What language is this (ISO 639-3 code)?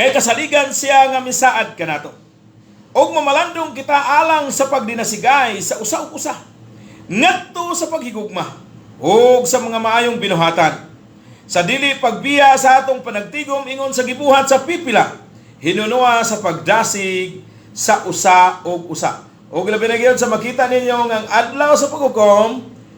ceb